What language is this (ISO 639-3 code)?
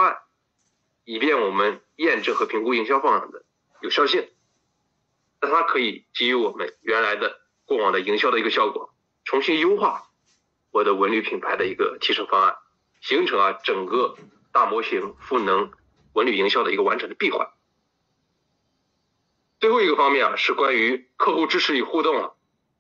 zho